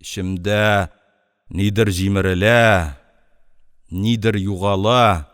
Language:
Tatar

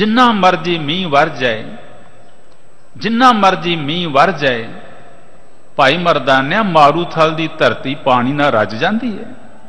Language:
Punjabi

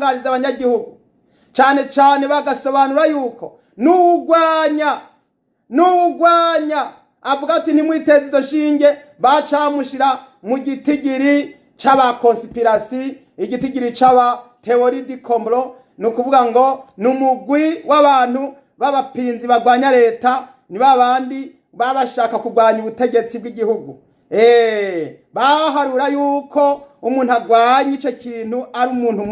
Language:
Rundi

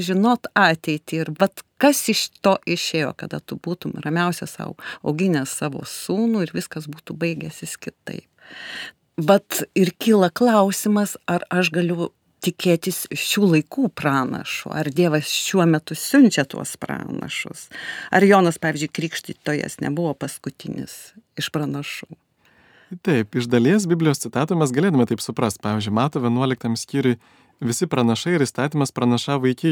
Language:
Lithuanian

